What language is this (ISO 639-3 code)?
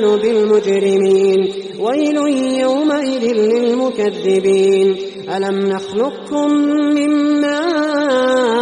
ara